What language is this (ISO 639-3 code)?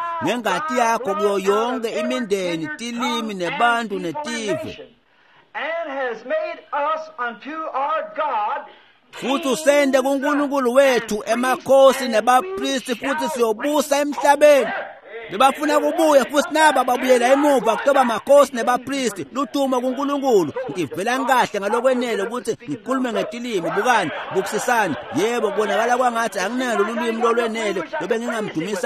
ssw